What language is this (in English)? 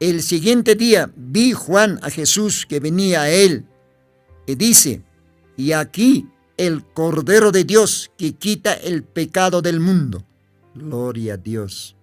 Aymara